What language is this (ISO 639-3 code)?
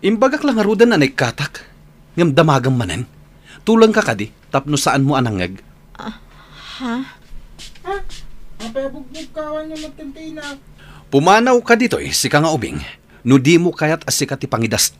ilo